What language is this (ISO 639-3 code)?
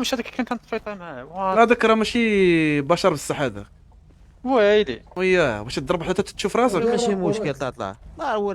ary